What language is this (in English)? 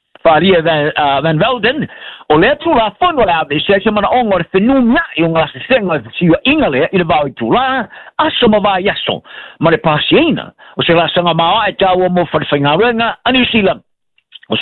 Samoan